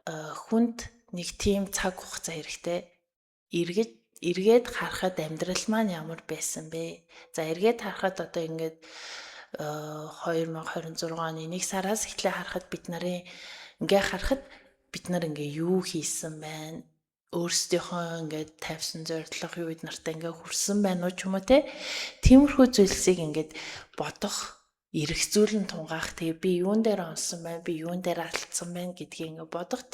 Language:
Mongolian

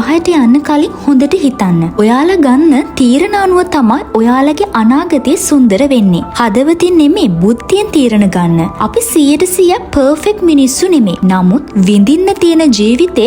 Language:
Sinhala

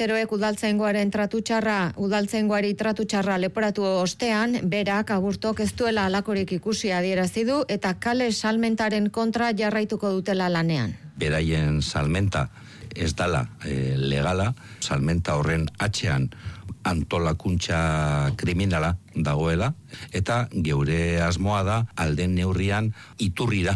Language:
Basque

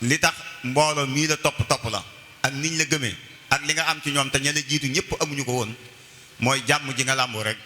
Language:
Wolof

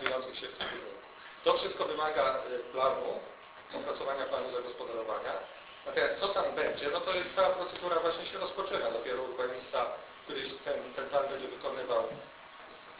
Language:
Polish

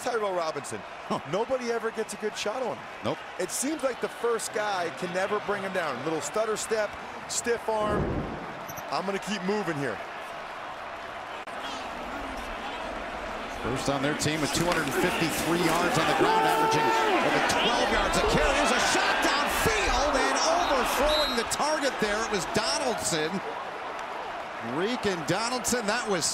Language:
English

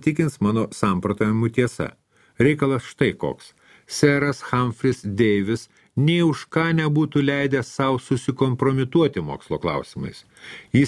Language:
Lithuanian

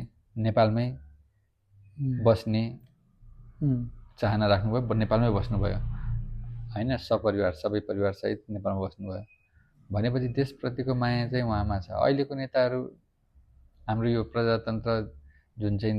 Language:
Nepali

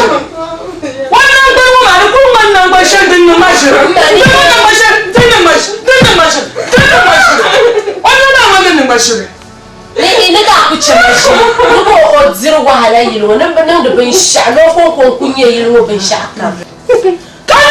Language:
Dagbani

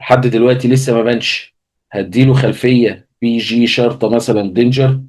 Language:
Egyptian Arabic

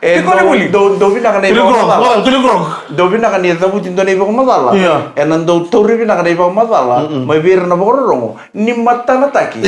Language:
Fijian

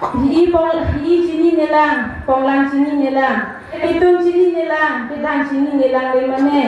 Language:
Karbi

